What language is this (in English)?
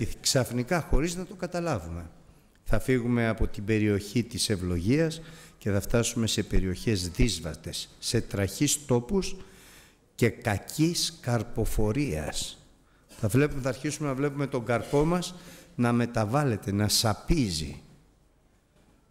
Greek